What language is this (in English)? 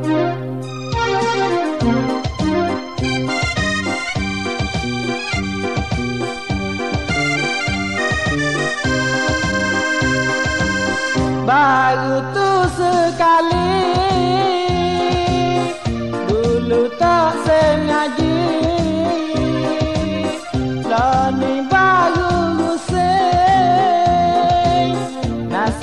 Pattani Malay